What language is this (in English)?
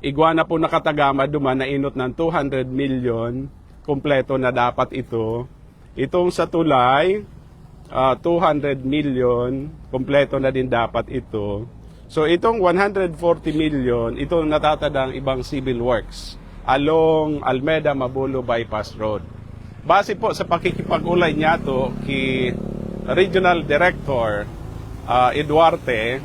Bikol